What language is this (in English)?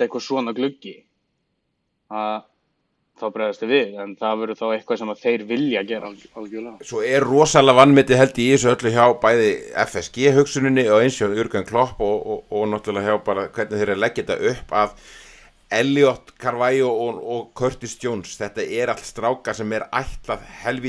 Icelandic